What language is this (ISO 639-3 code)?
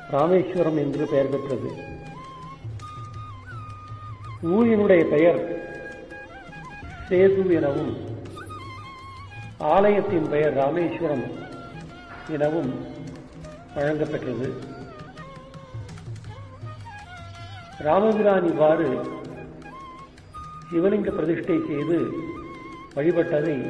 tam